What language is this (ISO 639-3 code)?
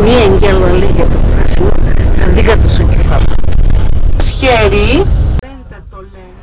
pnt